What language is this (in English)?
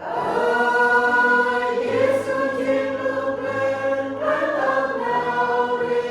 Central Mnong